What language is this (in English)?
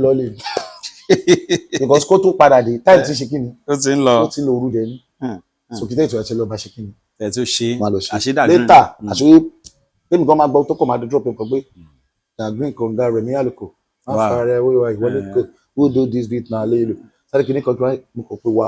Yoruba